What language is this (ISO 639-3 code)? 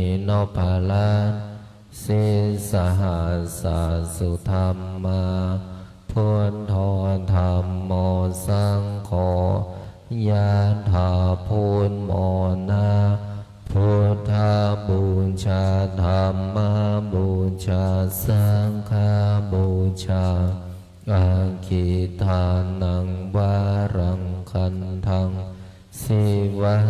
pli